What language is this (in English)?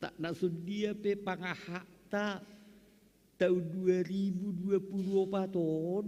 Batak Simalungun